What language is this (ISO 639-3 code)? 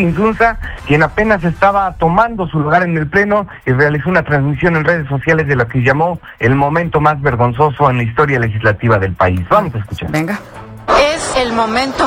spa